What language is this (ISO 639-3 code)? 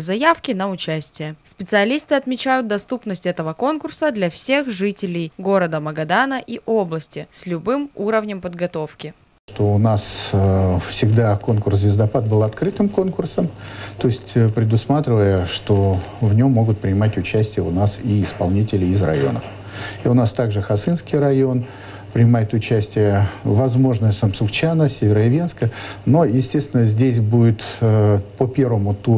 rus